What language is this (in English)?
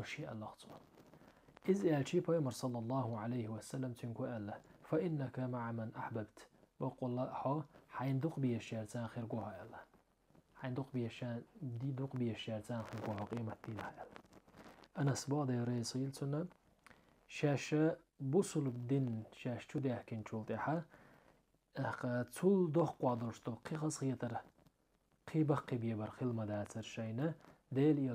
Chechen